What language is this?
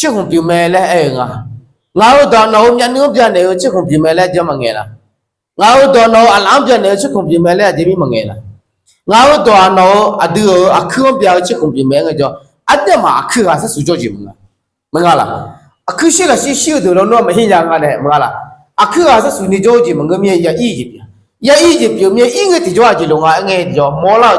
Akha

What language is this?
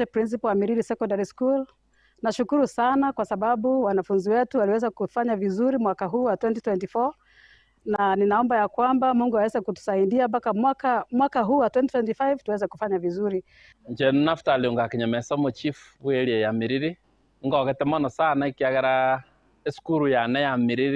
Gusii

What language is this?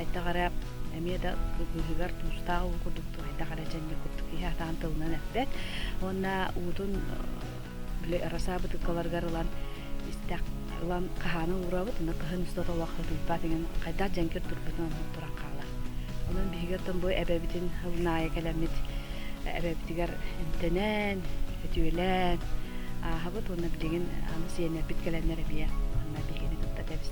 Yakut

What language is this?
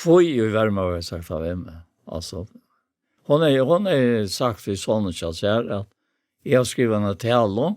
Faroese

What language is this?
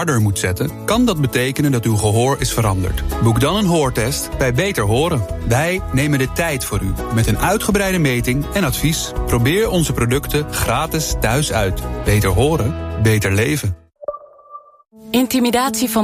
Dutch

